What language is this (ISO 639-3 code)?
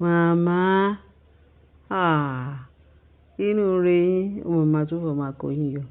yor